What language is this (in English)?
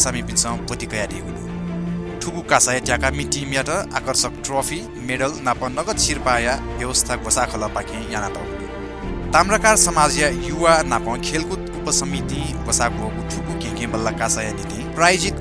Newari